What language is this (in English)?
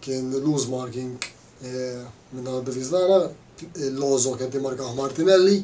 Maltese